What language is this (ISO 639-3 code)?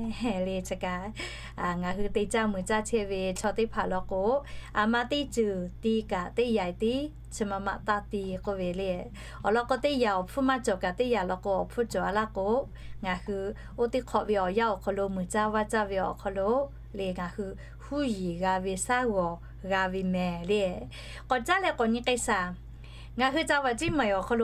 lhu